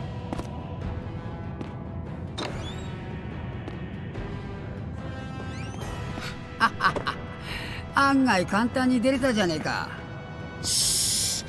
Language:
Japanese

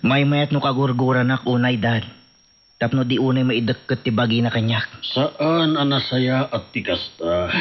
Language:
Iloko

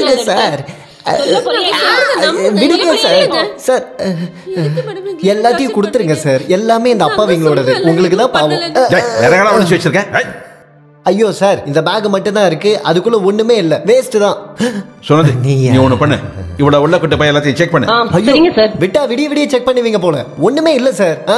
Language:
Tamil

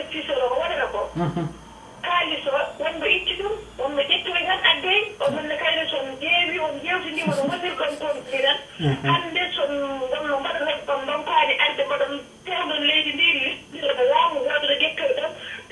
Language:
Fula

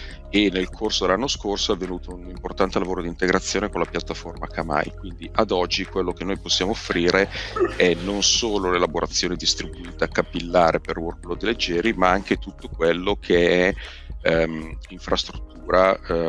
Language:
Italian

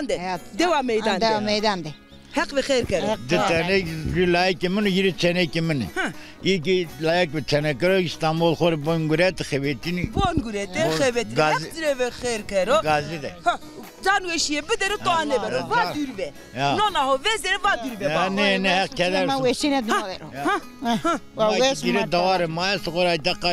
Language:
Zaza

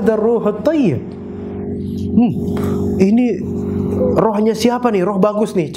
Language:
Indonesian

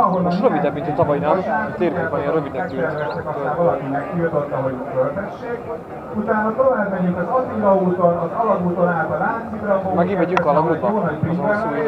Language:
Hungarian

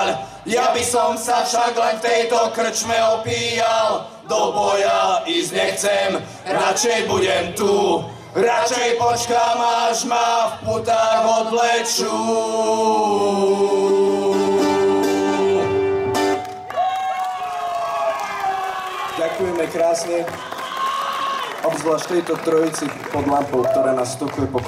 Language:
Slovak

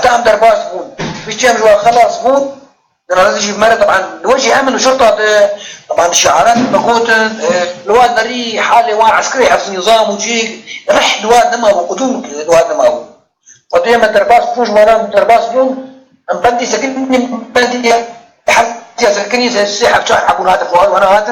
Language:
Kurdish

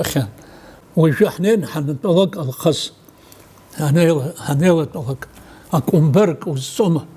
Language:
Abkhazian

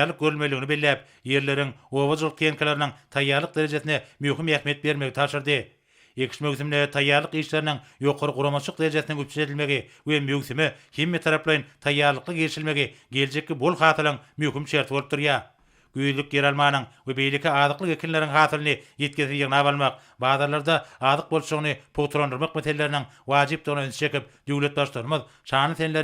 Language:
Turkmen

